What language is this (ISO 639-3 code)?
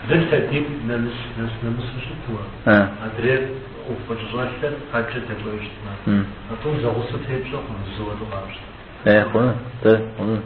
kbd